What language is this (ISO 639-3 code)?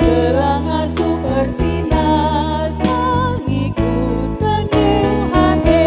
btx